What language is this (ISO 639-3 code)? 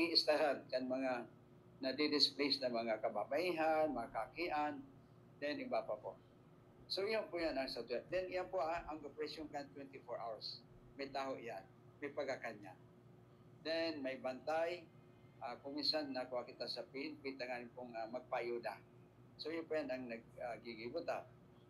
bik